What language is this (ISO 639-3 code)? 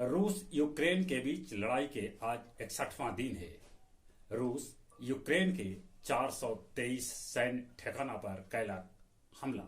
mag